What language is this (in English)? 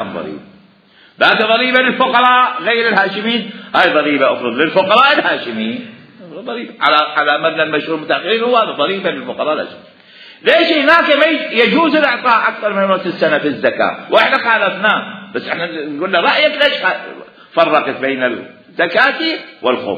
Mesopotamian Arabic